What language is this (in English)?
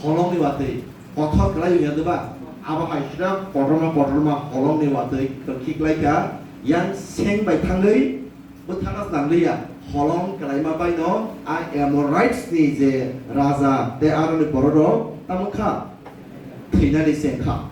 Kok Borok